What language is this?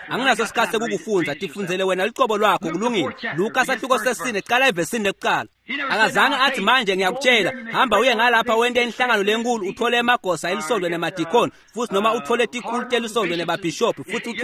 Swati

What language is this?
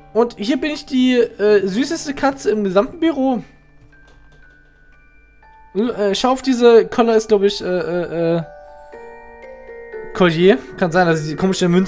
German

